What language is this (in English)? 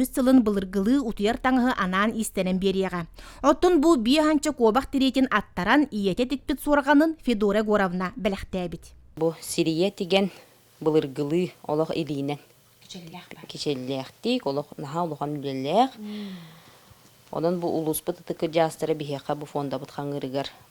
Yakut